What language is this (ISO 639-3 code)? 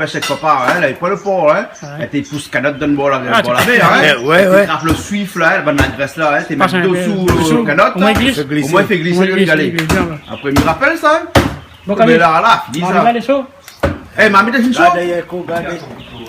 rcf